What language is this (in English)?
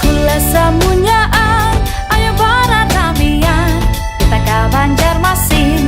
Banjar